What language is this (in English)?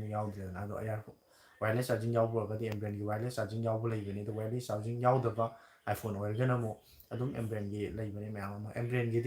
Manipuri